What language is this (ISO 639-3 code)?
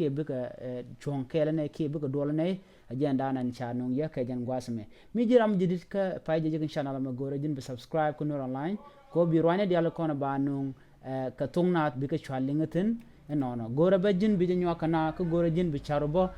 nus